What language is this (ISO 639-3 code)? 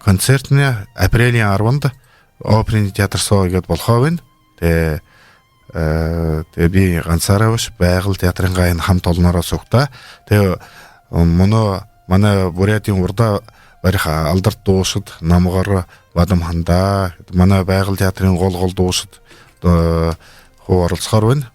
bua